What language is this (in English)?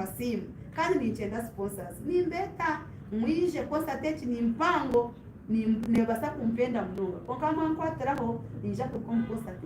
Nyankole